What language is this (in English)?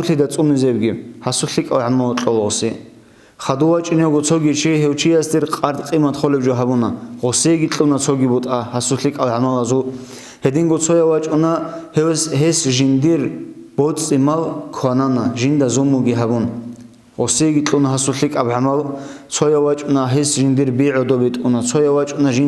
Avaric